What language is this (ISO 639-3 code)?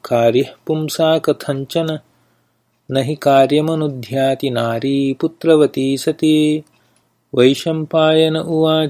san